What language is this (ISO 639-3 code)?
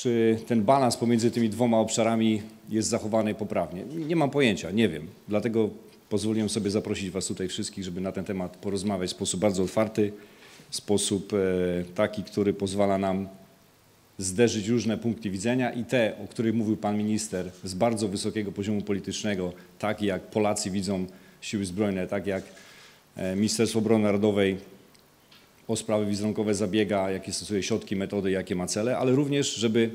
pol